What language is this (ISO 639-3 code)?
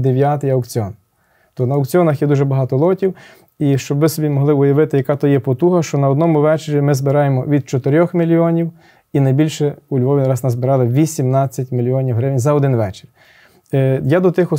ukr